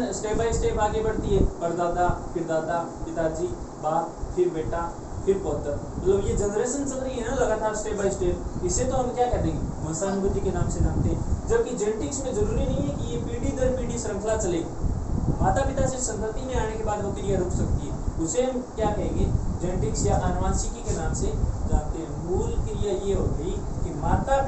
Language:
Hindi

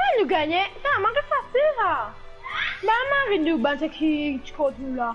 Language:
Morisyen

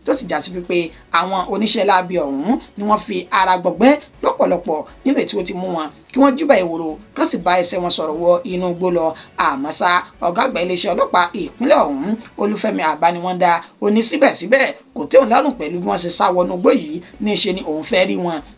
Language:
Yoruba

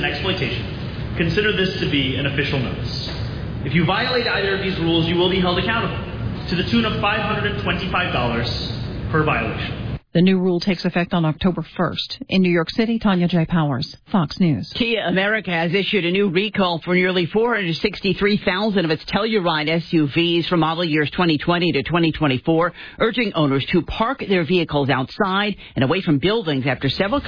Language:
English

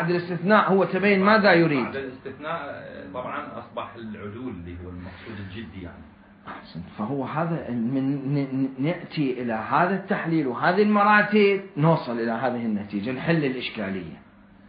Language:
Mesopotamian Arabic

